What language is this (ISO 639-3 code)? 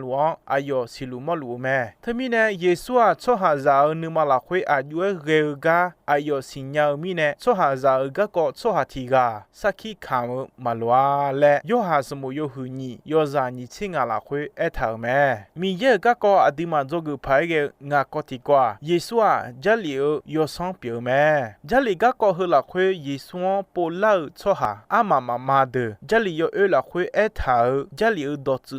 ahk